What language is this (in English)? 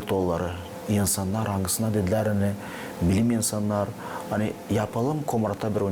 Gagauz